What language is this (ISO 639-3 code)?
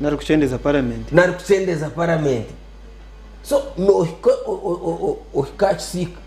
nyn